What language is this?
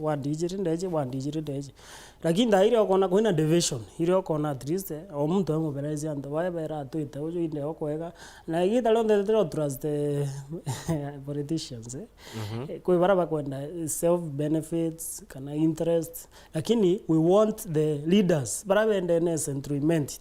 Meru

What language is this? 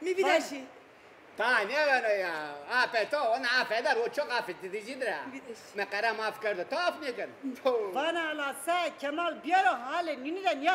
Zaza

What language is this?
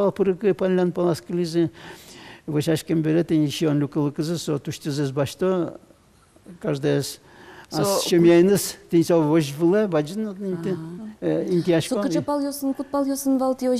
Udmurt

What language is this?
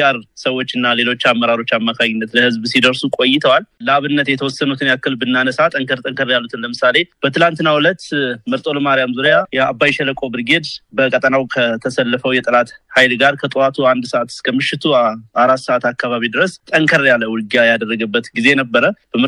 Amharic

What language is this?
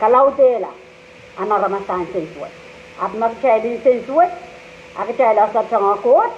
Pohnpeian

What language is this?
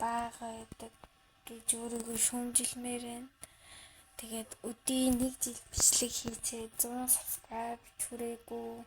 Mongolian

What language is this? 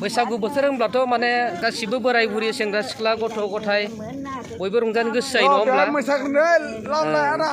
Bodo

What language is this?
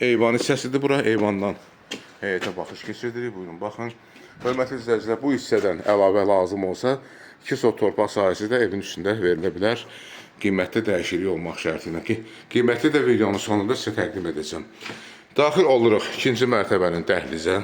Azerbaijani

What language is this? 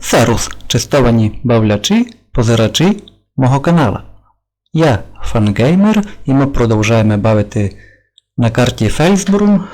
Rusyn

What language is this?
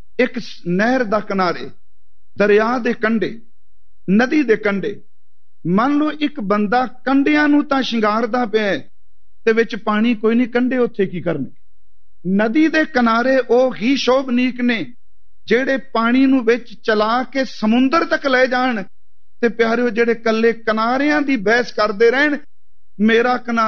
Punjabi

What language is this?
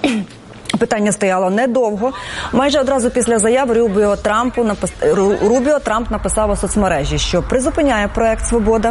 Ukrainian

